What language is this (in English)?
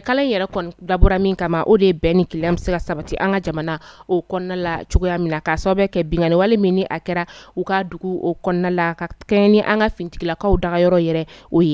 Bambara